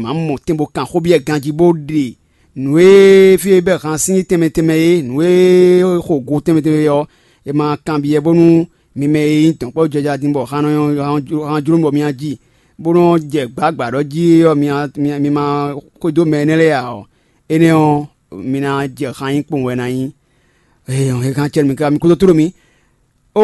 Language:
Fon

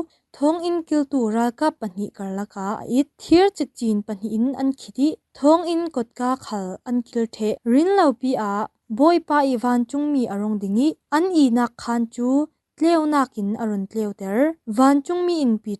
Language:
Falam Chin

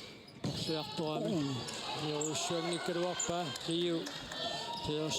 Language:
Kalaallisut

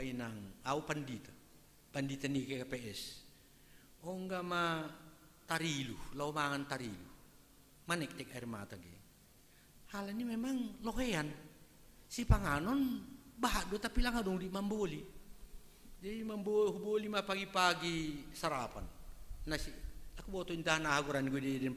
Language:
Batak Simalungun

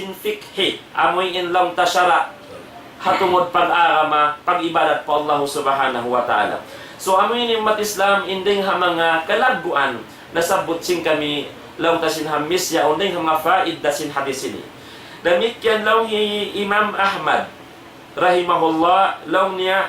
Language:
Tausug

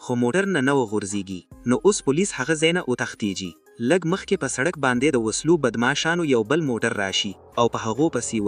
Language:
Pashto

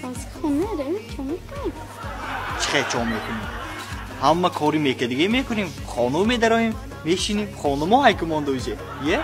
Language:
Tajik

